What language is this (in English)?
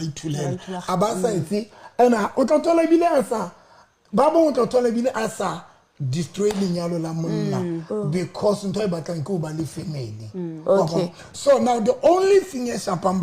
Southern Sotho